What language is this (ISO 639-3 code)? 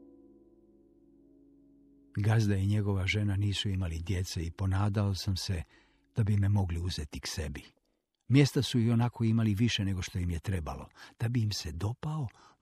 hrv